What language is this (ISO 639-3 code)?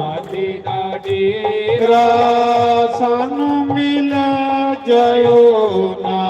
doi